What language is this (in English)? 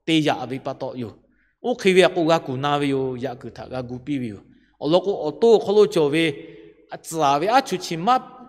Lahu